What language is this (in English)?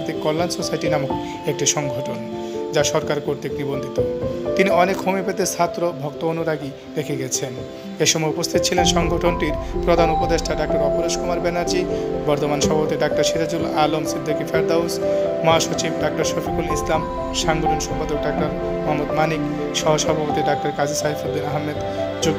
Bangla